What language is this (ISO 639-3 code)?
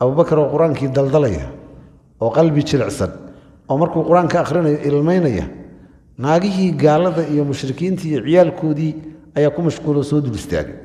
som